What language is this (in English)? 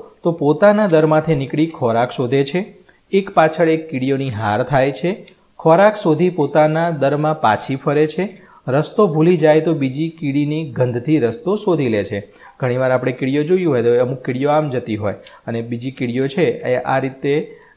Gujarati